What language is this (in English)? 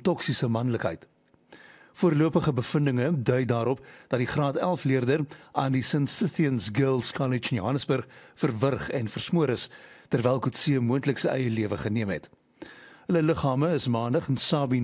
Afrikaans